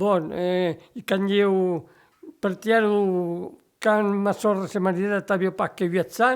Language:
Occitan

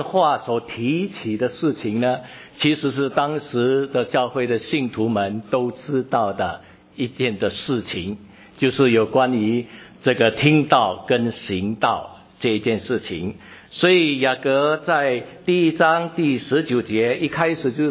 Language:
Chinese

